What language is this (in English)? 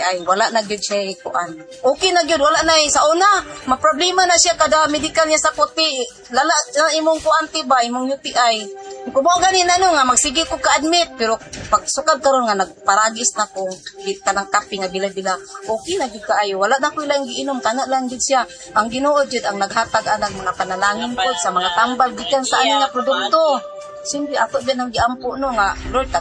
Cebuano